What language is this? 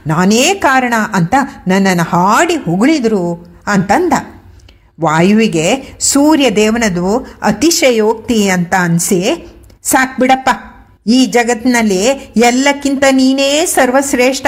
Kannada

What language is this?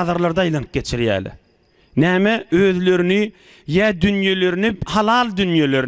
Turkmen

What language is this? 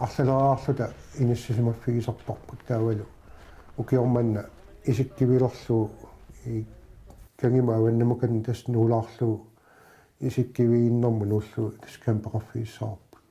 Kalaallisut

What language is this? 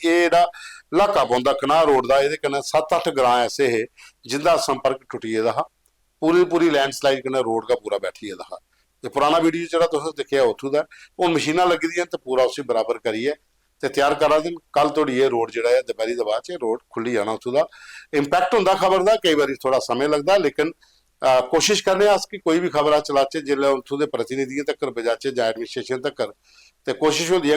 Dogri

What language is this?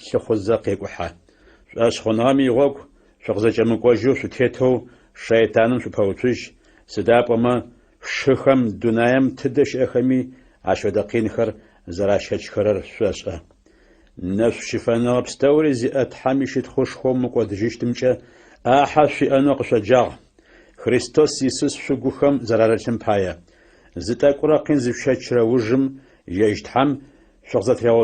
Adyghe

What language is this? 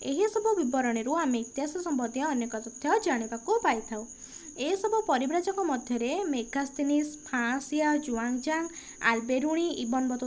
Odia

